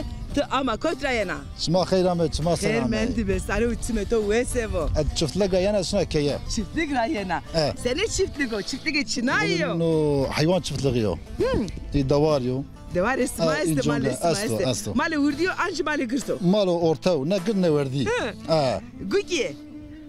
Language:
Zaza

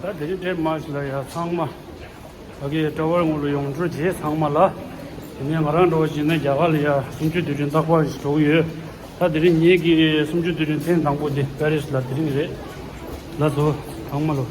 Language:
Tibetan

